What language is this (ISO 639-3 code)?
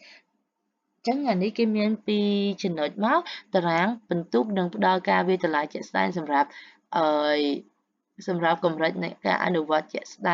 khm